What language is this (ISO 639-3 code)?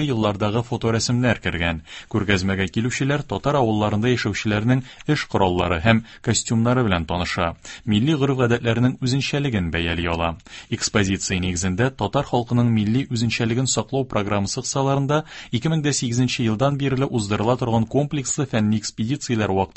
tat